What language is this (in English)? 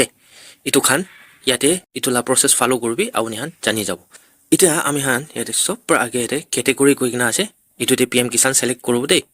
Naga Pidgin